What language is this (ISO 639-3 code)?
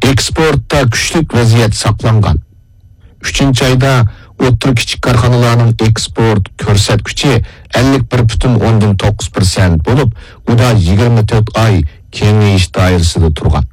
uig